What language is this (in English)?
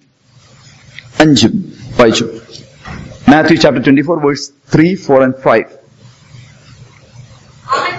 Malayalam